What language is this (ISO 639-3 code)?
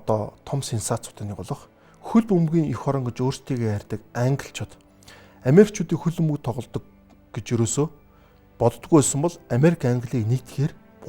mon